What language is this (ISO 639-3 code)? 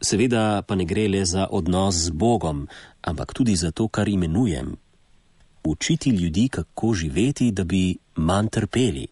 slv